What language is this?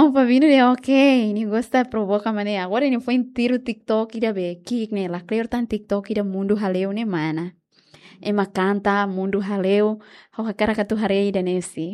Tetum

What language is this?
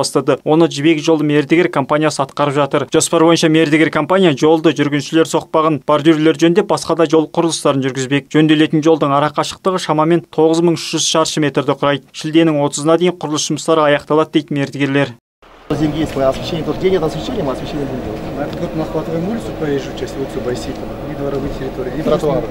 Kazakh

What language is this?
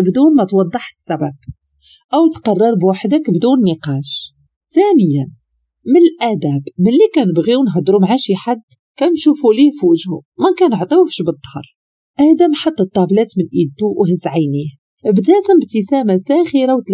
Moroccan Arabic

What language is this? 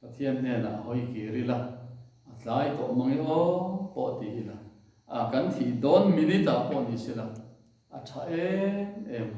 Mizo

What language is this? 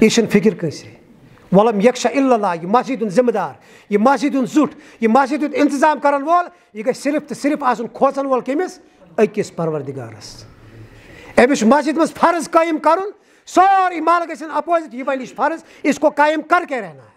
Kashmiri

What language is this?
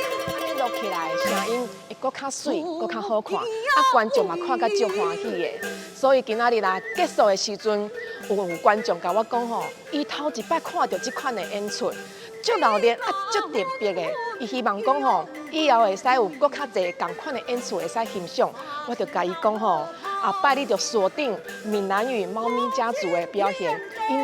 Min Nan Chinese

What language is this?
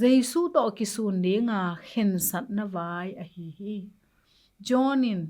Tedim Chin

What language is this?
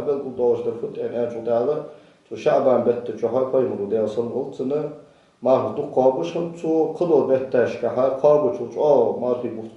Ingush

